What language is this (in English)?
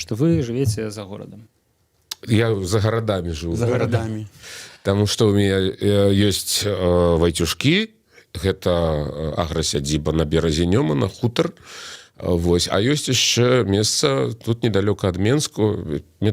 Belarusian